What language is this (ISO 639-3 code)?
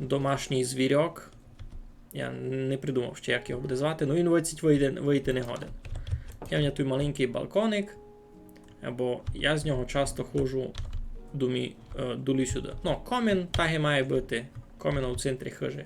rue